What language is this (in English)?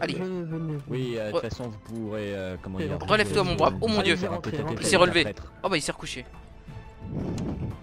French